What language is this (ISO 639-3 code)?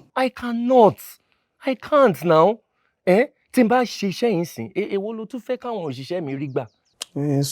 yor